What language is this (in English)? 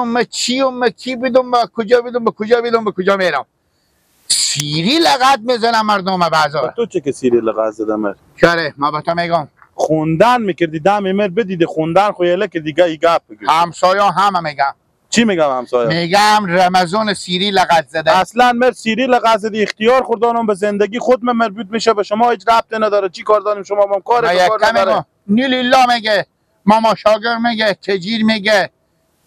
Persian